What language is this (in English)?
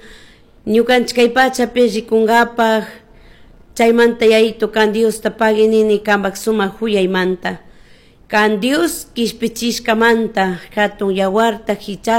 Chimborazo Highland Quichua